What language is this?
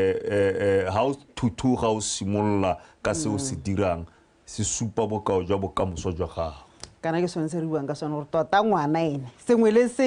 Tswana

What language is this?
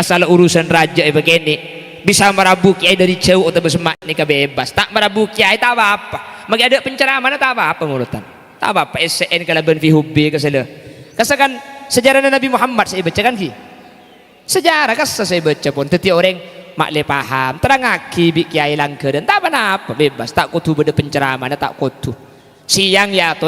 Madurese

